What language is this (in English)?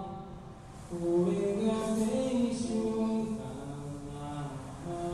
Japanese